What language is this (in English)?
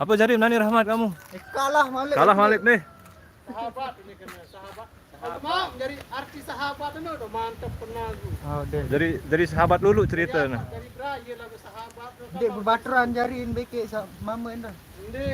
Sasak